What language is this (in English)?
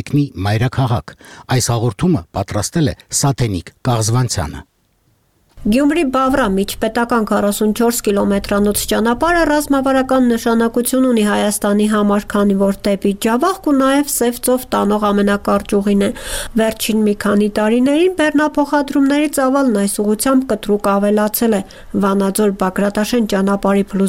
Armenian